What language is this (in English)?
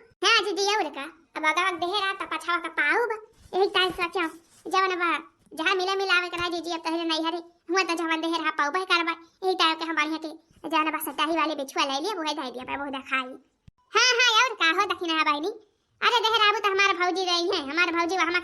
Awadhi